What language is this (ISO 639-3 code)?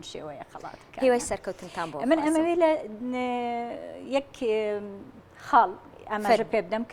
ckb